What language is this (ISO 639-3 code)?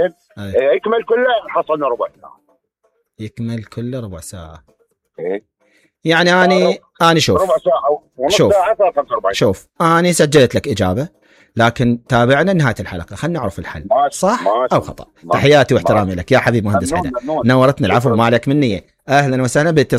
acm